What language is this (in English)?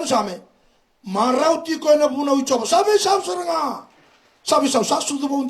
Fijian